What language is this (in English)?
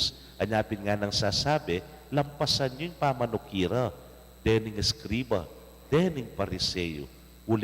Pampanga